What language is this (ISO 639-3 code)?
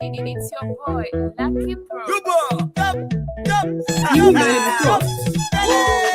ach